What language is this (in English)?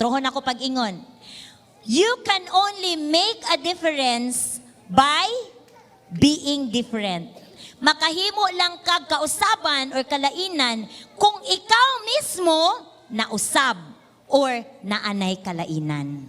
Cebuano